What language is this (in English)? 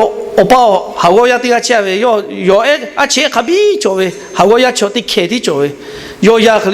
Lahu